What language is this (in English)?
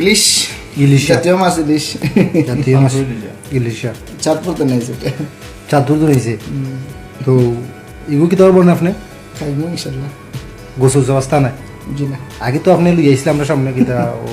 Sylheti